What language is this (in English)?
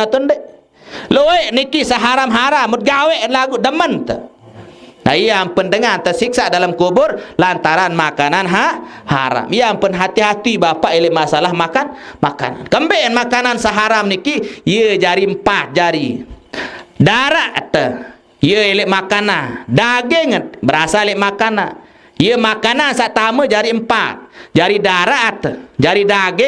Sasak